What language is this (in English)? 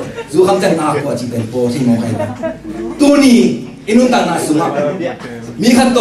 Tedim Chin